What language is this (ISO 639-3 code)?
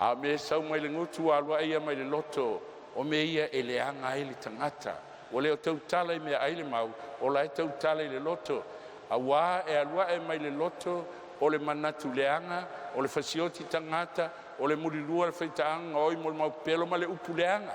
smo